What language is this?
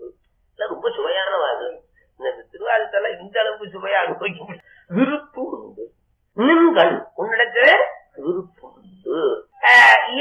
Tamil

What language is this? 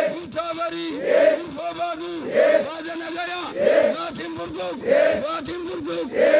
Oromo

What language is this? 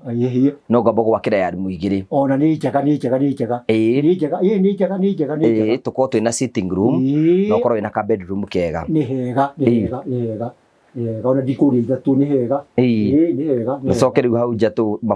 Kikuyu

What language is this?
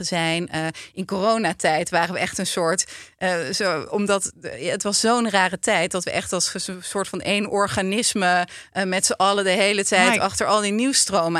Dutch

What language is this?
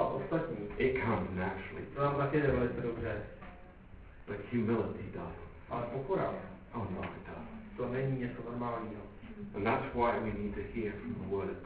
Czech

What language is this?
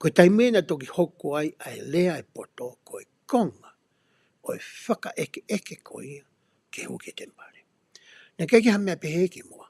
Tongan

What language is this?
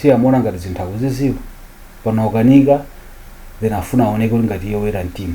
Nyanja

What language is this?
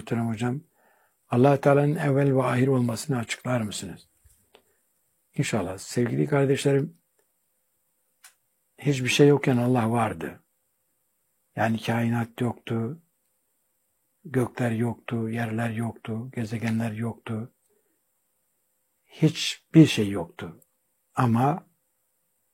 Turkish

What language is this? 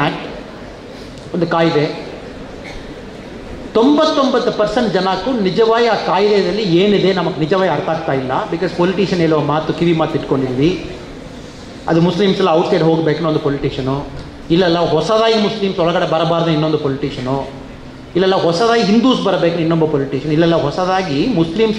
Kannada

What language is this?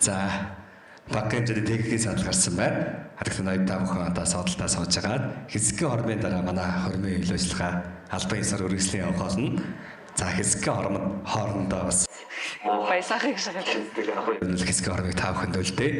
Mongolian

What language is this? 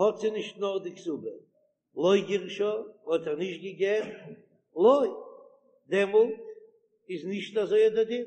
Yiddish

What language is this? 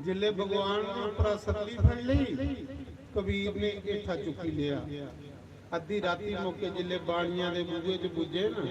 Dogri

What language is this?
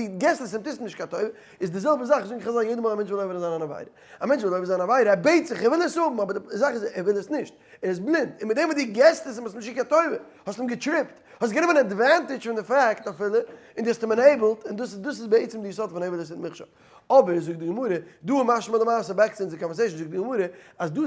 Yiddish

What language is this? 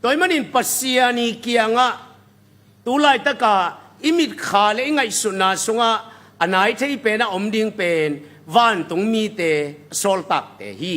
Tedim Chin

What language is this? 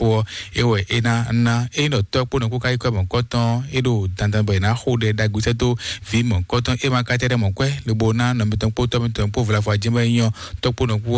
Fon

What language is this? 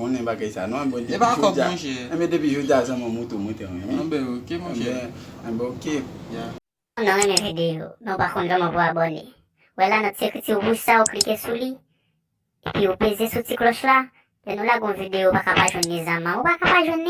Haitian Creole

